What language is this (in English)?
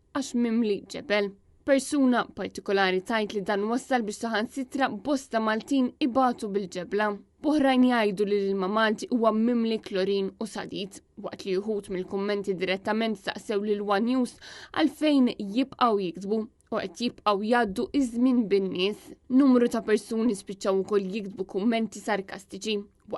Maltese